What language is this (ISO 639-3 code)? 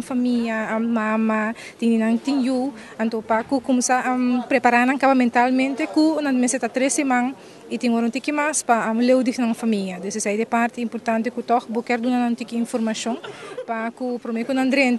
pap